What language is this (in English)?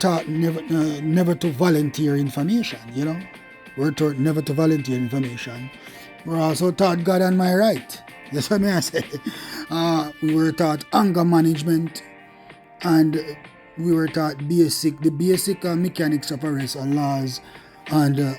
Jamaican Creole English